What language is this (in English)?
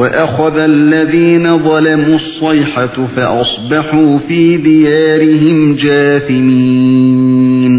Uyghur